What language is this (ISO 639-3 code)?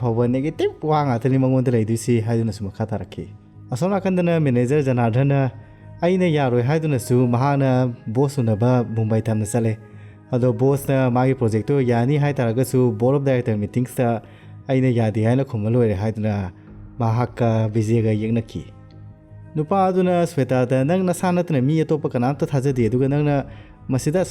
mni